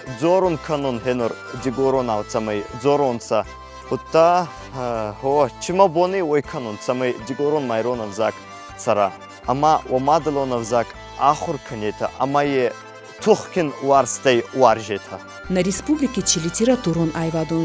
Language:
Ossetic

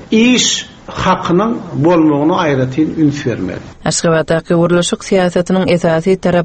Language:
Turkmen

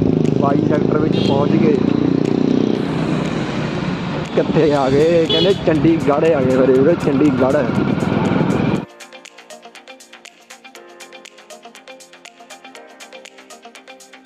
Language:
Punjabi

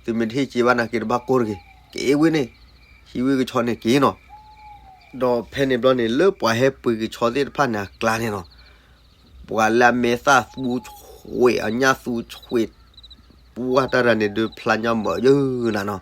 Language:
S'gaw Karen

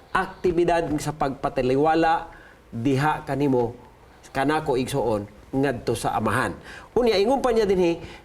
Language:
Cebuano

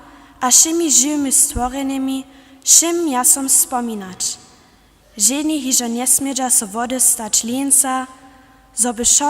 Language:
Upper Sorbian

